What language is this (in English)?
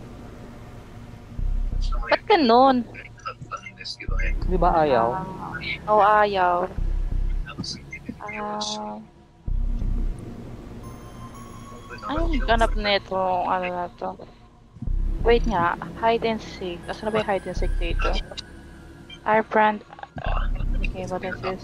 Filipino